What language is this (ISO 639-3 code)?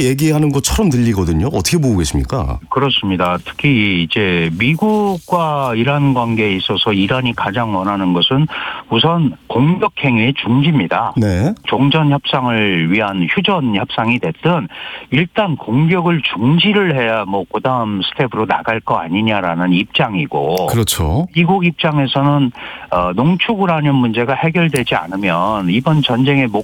kor